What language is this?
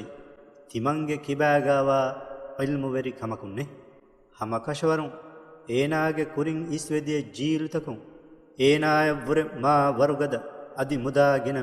Divehi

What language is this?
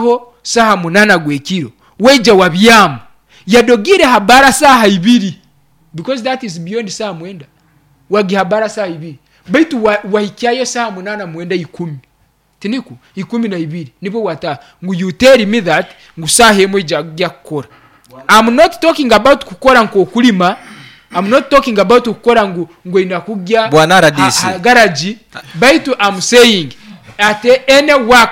Nyoro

